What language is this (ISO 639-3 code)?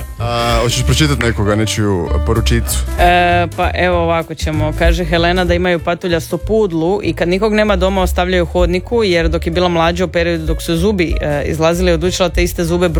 hrv